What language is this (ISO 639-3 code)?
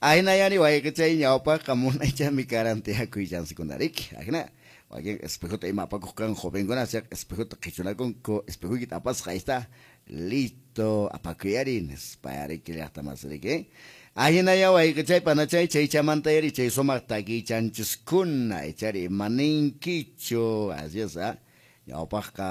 que